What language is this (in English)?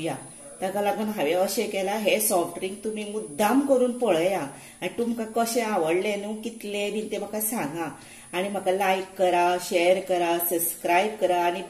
Konkani